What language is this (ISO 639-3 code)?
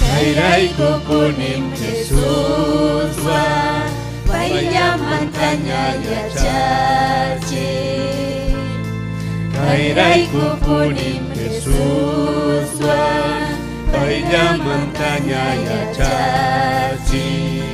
quy